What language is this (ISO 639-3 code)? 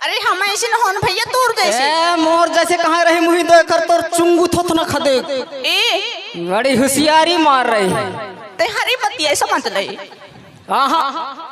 hne